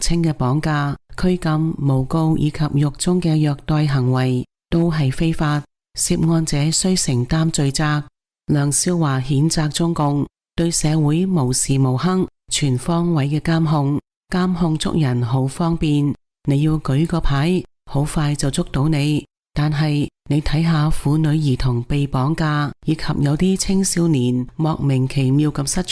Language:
Cantonese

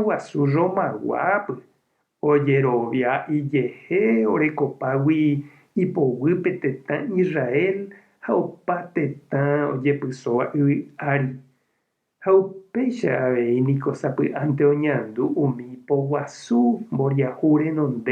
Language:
Guarani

